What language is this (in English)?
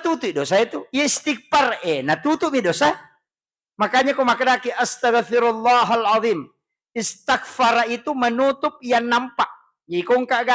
Buginese